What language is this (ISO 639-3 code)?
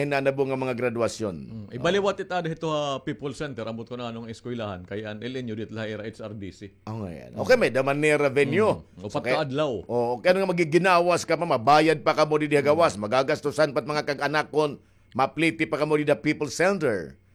war